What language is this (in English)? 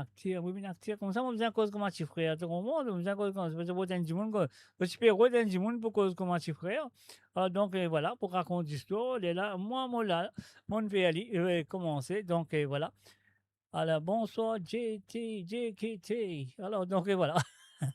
Morisyen